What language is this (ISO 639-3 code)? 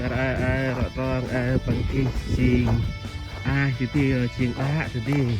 cmo